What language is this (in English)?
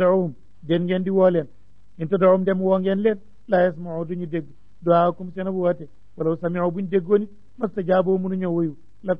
Wolof